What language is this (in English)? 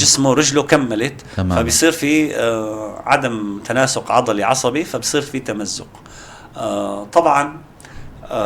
North Levantine Arabic